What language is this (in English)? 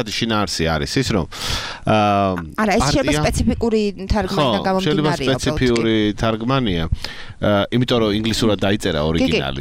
Georgian